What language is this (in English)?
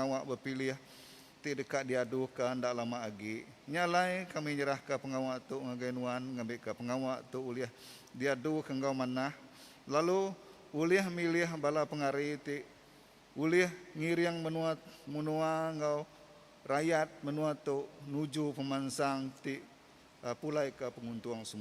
Iban